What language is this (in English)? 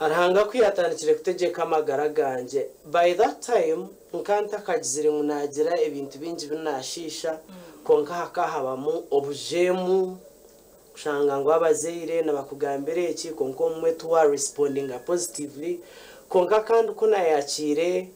Nyankole